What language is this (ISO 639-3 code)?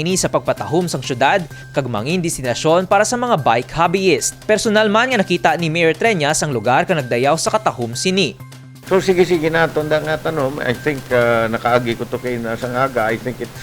hil